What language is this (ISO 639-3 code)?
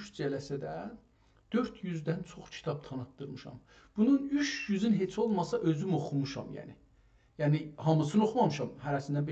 azb